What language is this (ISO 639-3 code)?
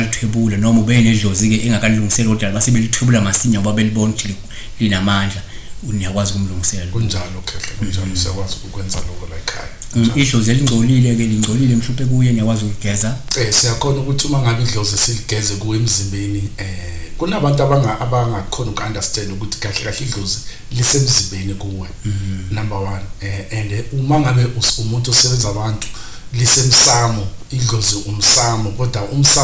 zul